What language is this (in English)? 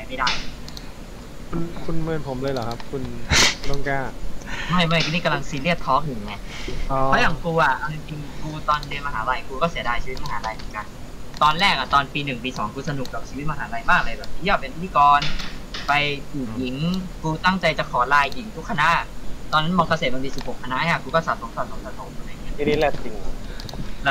Thai